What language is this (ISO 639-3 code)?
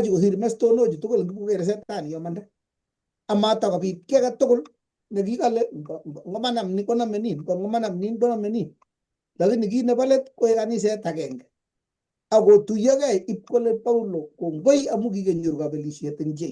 kln